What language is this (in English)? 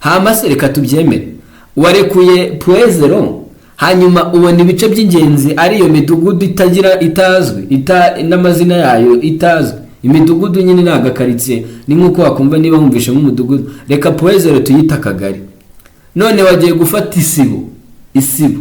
Kinyarwanda